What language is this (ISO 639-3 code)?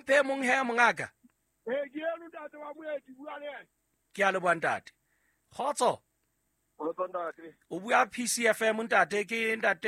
sot